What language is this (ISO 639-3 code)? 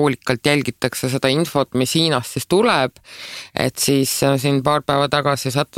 est